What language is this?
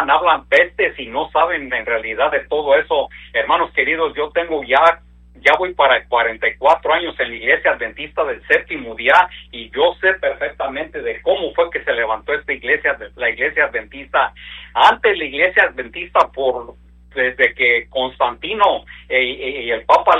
Spanish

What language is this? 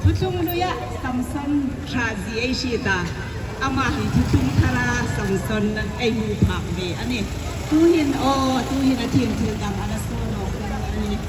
Hmar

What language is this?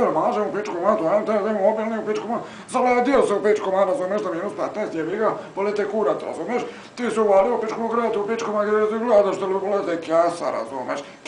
Croatian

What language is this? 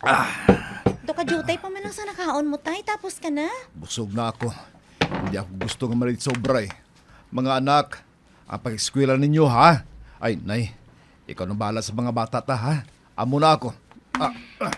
Hiligaynon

